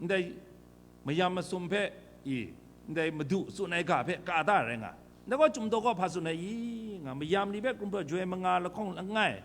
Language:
Kachin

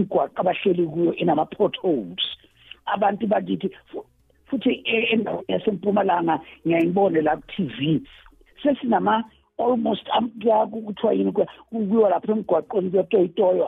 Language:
South Ndebele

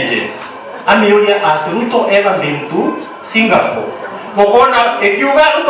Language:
Meru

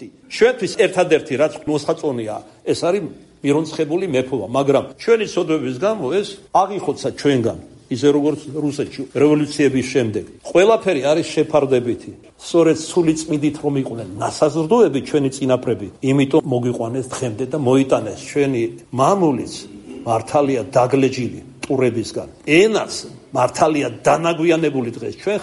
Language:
Georgian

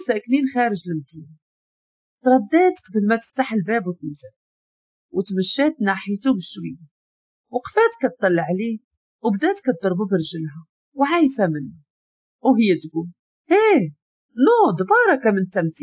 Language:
Moroccan Arabic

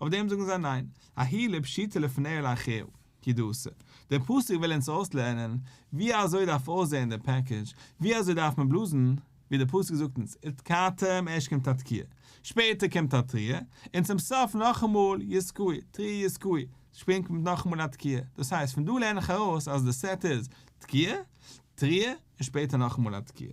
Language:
Yiddish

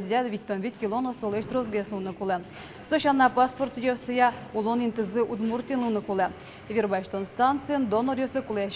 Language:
Udmurt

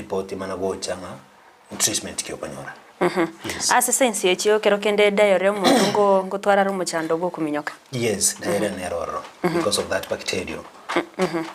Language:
Gusii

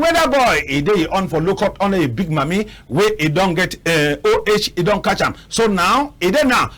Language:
Cameroon Pidgin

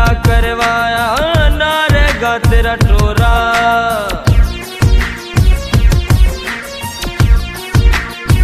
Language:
Haryanvi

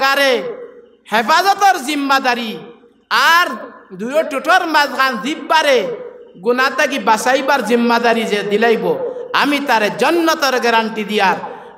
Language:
Sylheti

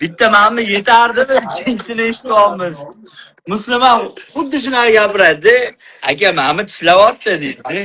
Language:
Uzbek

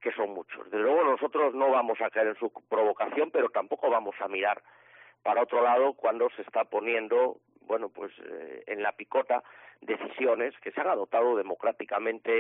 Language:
Spanish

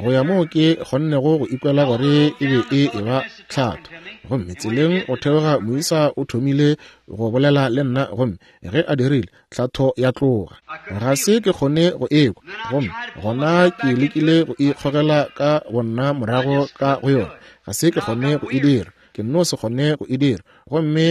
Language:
Northern Sotho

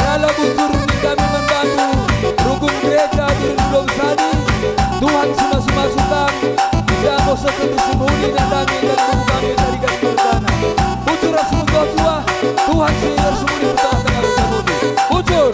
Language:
Batak Karo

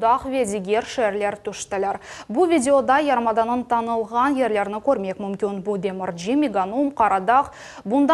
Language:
Crimean Tatar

